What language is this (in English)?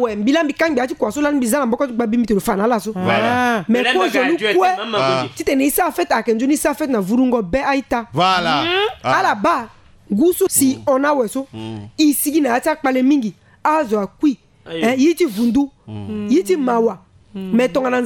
Sango